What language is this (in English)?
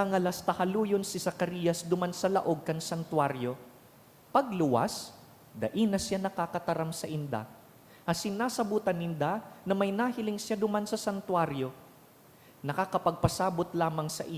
Bikol